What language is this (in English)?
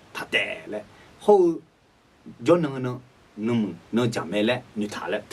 Akha